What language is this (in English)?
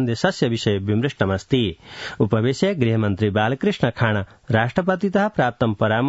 Sanskrit